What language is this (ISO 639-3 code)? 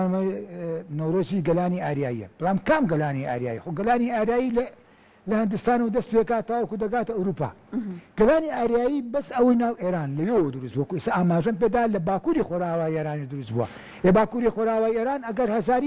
ckb